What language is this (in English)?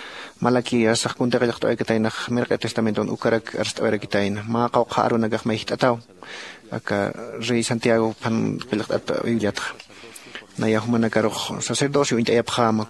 Aymara